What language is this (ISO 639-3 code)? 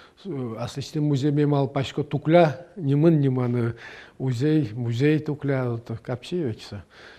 udm